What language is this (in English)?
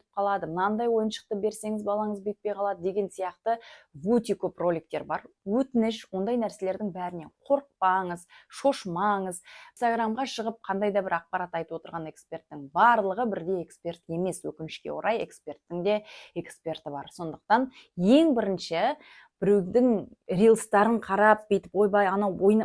Kazakh